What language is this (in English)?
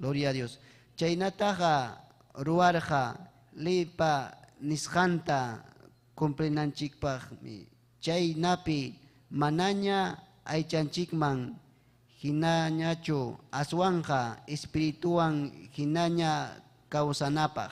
Ayacucho Quechua